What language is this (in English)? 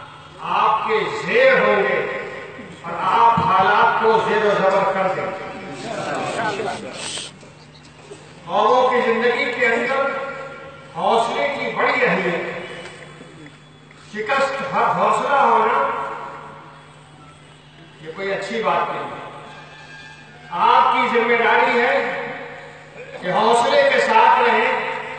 Urdu